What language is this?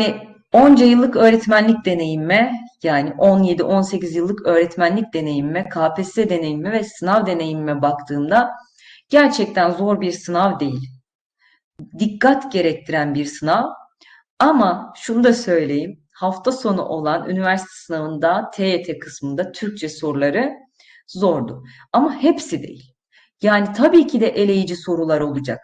Turkish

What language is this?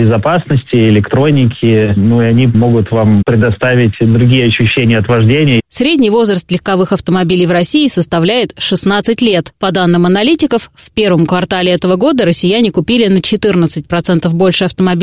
Russian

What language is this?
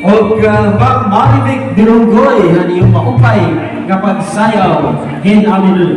Waray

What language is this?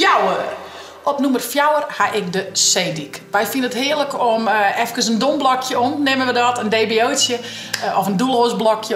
Western Frisian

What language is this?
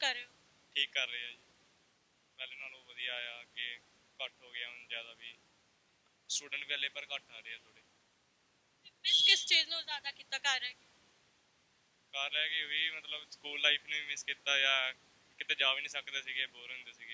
Punjabi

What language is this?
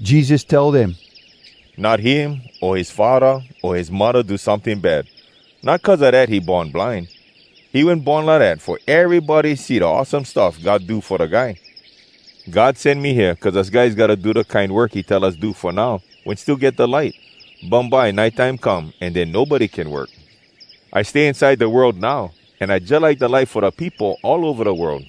Hawai'i Creole English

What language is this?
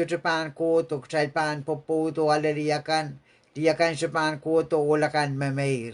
Pohnpeian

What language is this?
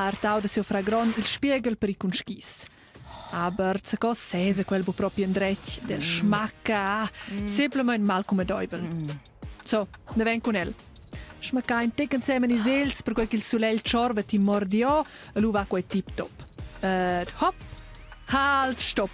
Romansh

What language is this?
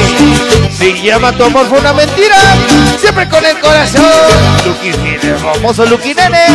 Spanish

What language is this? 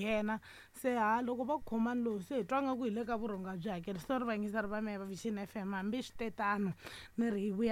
Tsonga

